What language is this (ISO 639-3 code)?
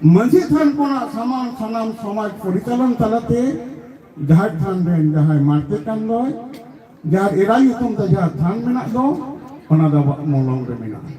sat